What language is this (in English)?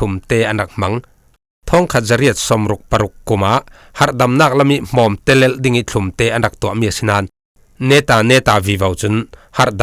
Falam Chin